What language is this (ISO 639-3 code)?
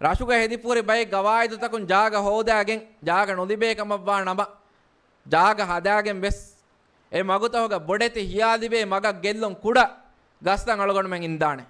div